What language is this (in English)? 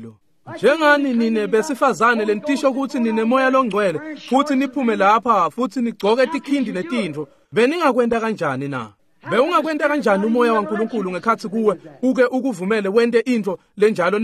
Swati